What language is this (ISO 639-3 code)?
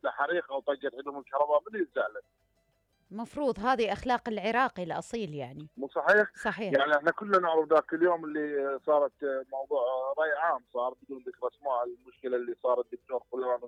acm